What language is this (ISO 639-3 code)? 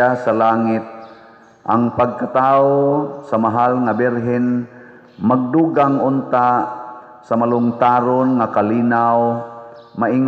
ceb